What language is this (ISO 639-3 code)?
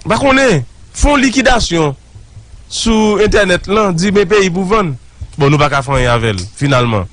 hat